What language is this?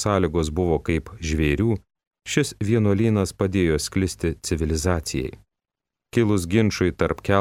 Lithuanian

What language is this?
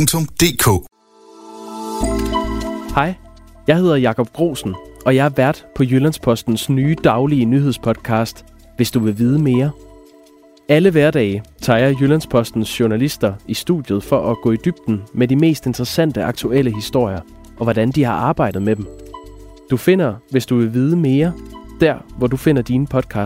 Danish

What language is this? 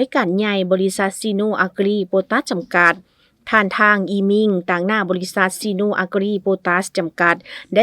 Lao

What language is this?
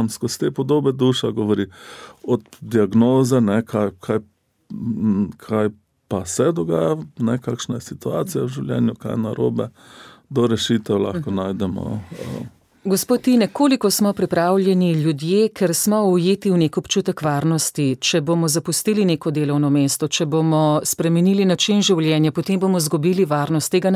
Slovenian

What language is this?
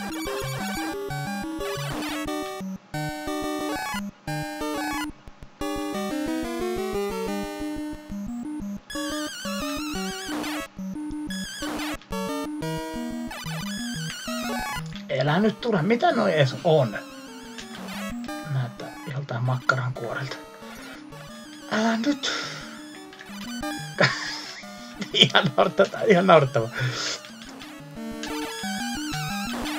Finnish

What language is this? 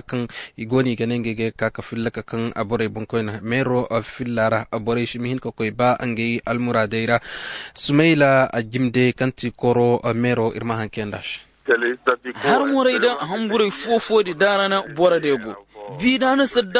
Koyraboro Senni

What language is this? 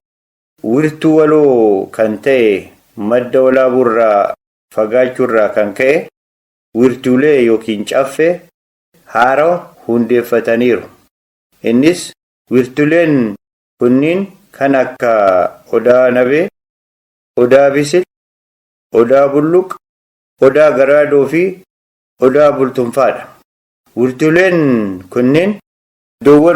Oromo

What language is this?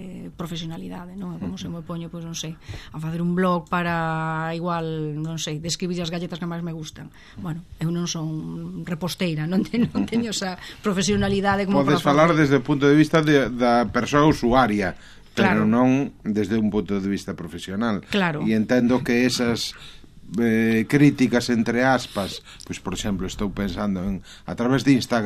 Galician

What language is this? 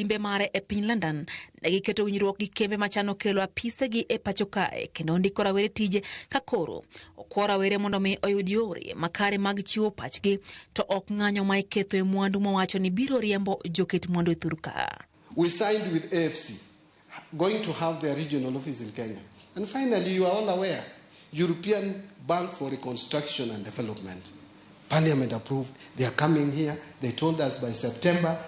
Luo (Kenya and Tanzania)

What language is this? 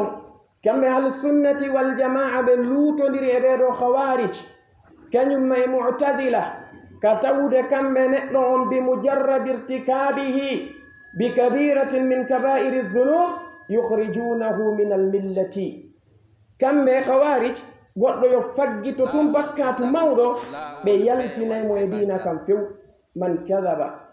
Fula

